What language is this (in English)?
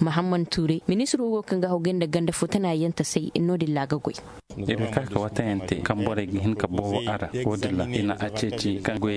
Zarma